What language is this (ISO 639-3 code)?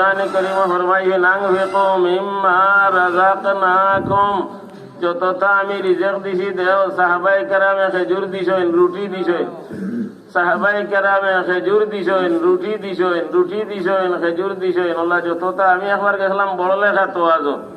syl